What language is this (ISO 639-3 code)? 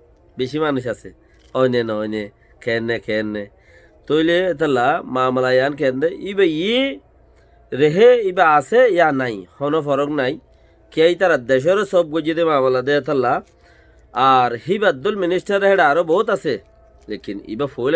rhg